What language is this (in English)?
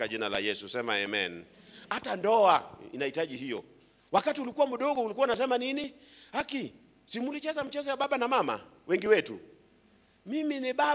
Swahili